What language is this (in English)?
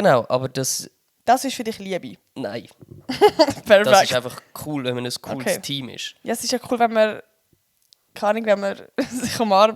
Swiss German